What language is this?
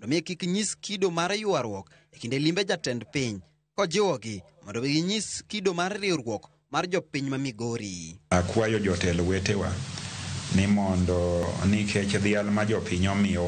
Luo (Kenya and Tanzania)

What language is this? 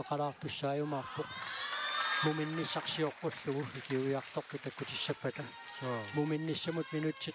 Kalaallisut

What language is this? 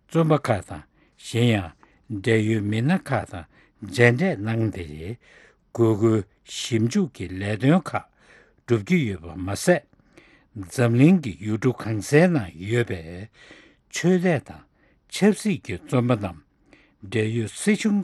Tibetan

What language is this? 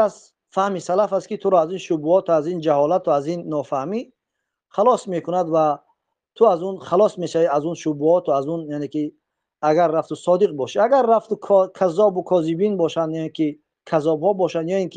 Tajik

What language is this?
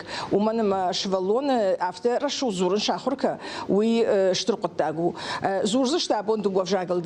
Ossetic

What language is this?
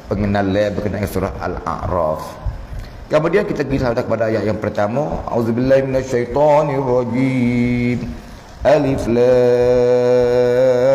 Malay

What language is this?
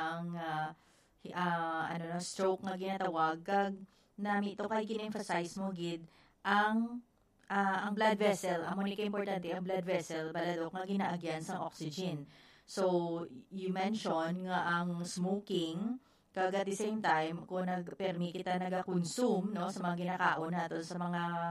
Hiligaynon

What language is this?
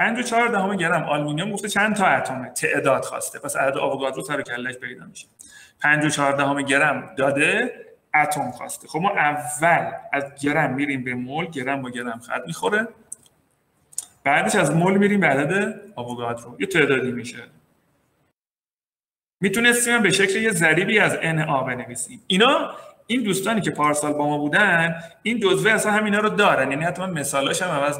Persian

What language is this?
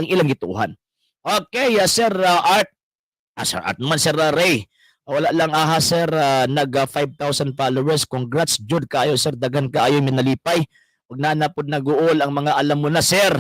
Cebuano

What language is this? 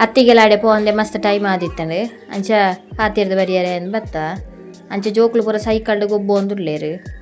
Tulu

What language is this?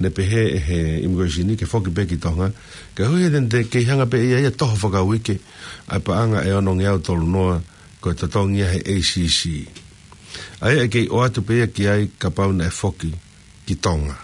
Tongan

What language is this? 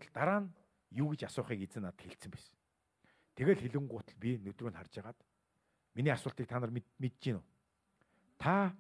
Mongolian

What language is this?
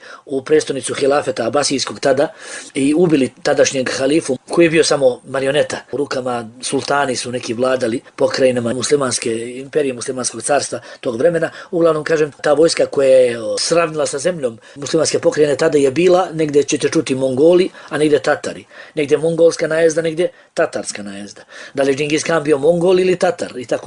Bosnian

